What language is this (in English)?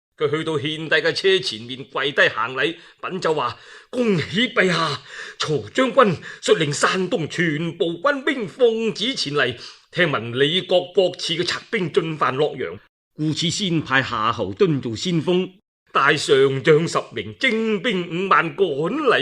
Cantonese